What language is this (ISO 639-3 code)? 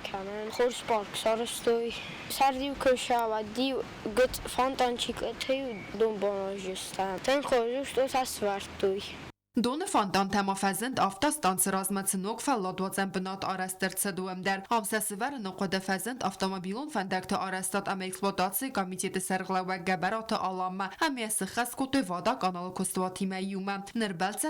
oss